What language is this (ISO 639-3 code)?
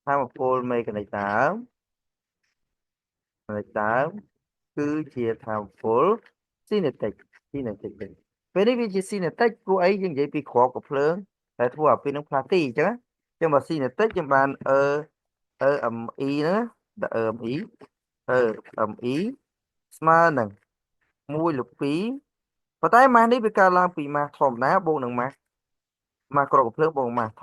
khm